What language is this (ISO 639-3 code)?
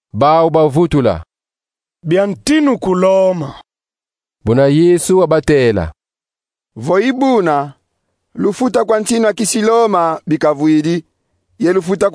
kon